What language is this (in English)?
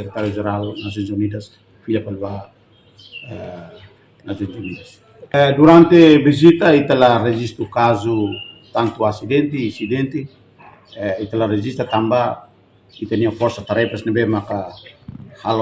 Tetum